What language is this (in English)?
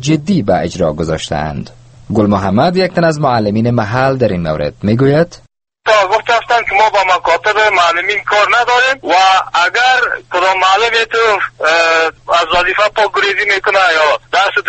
Persian